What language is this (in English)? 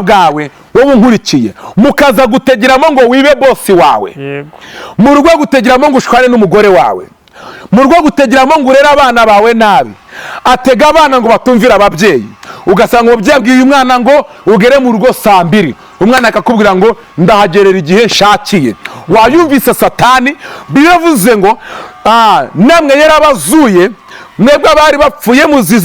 Kinyarwanda